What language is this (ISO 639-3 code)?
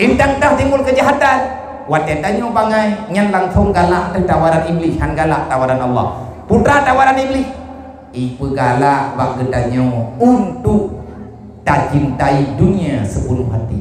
ace